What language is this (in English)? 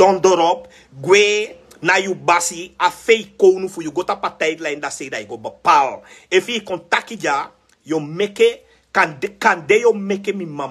Sranan Tongo